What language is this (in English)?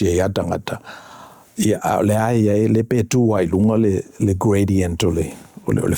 Samoan